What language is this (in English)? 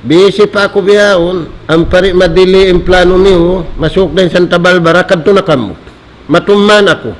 Tausug